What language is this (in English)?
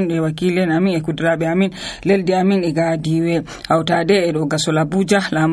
Nigerian Fulfulde